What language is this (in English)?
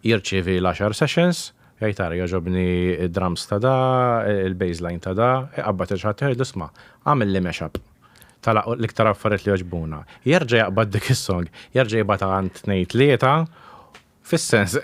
Maltese